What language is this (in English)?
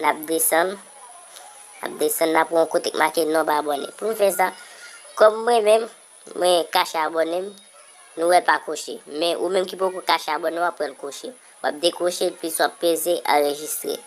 Haitian Creole